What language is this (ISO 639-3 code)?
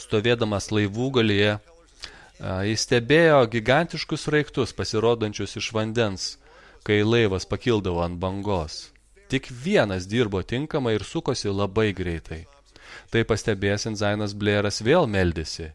lit